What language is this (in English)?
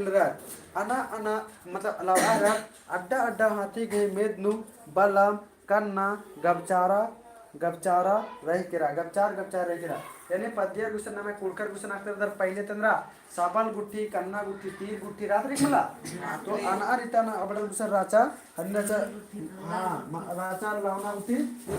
Kurukh